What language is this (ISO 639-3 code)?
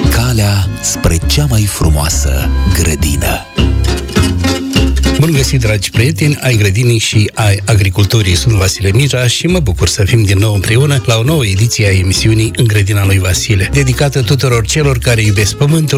ron